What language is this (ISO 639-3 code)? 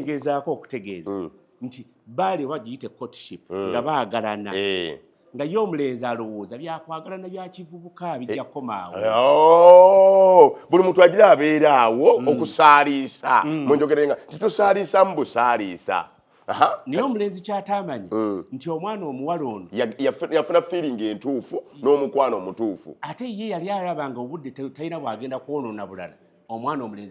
lug